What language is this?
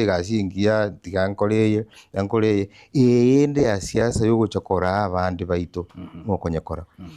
Gusii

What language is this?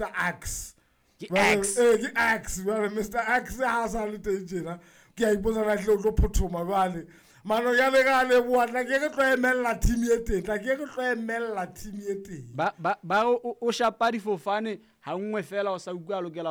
Southern Sotho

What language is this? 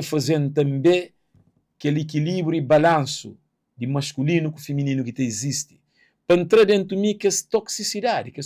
Kabuverdianu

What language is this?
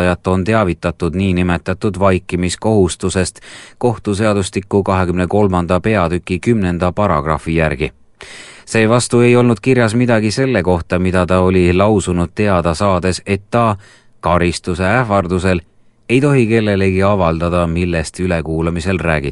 Estonian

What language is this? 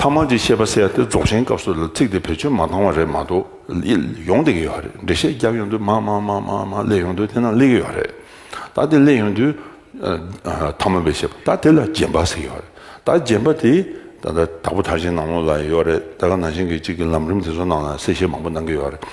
Tibetan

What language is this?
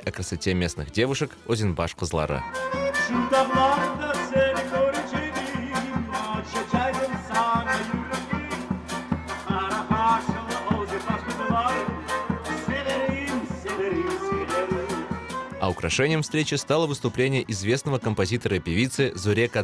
Crimean Tatar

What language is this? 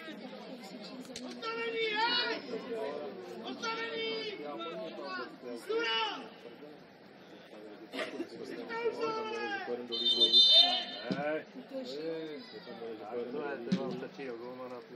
Czech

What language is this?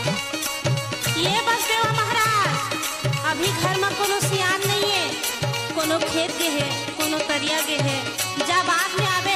Chhattisgarhi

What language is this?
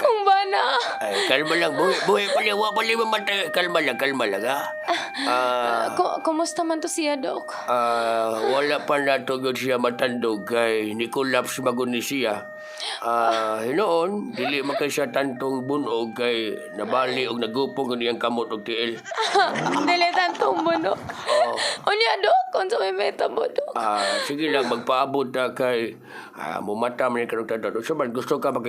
Cebuano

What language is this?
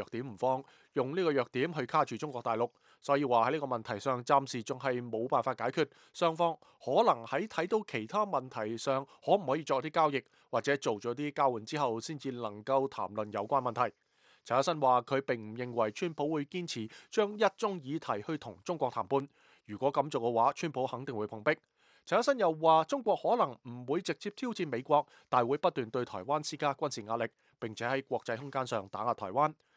Cantonese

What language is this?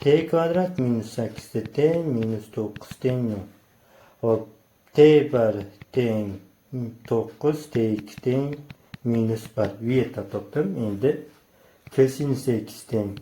Uzbek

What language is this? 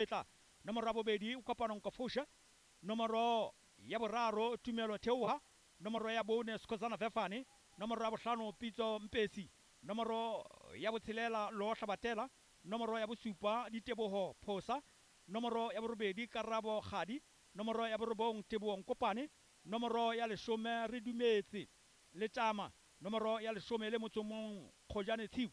Southern Sotho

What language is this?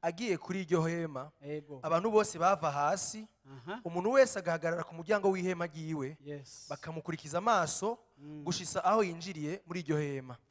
Rundi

